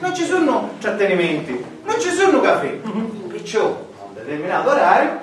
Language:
Sicilian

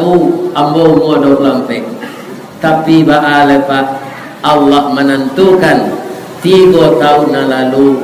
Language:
Minangkabau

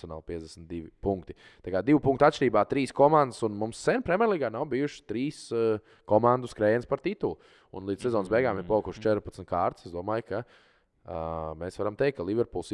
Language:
Latvian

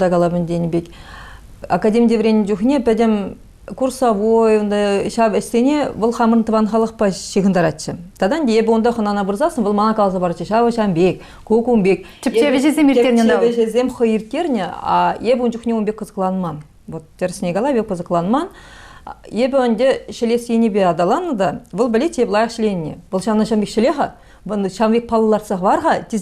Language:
Chuvash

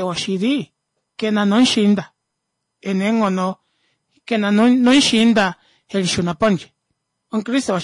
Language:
Kuanyama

